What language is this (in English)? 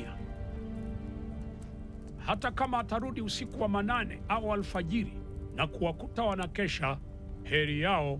Swahili